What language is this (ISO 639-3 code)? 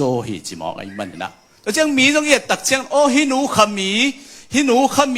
ctd